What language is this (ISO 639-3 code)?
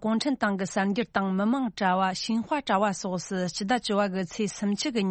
bod